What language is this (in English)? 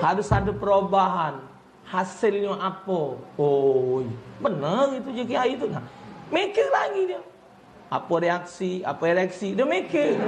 Musi